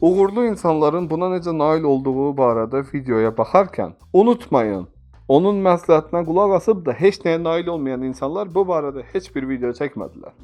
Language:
Azerbaijani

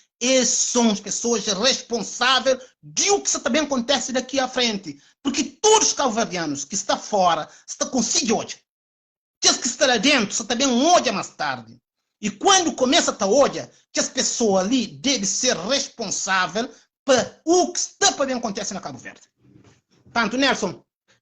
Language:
Kabuverdianu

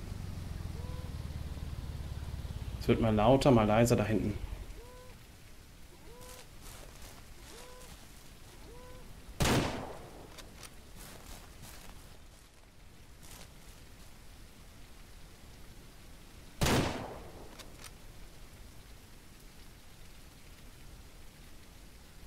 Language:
German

